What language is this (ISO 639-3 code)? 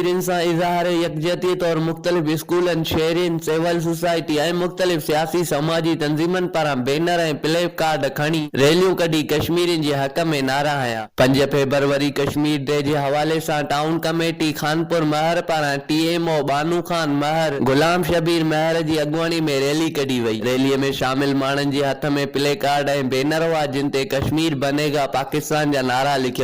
snd